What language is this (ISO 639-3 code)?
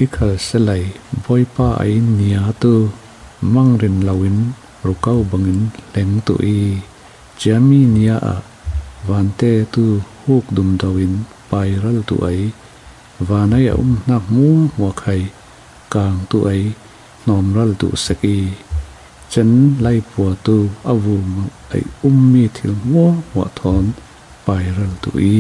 cfm